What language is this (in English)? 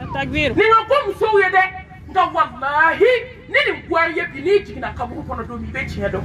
Bambara